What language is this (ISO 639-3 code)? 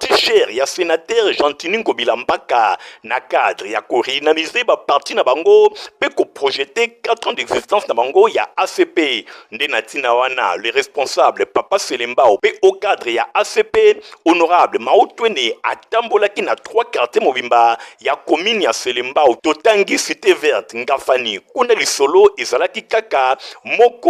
lin